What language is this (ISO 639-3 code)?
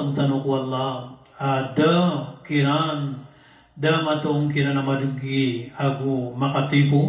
mrw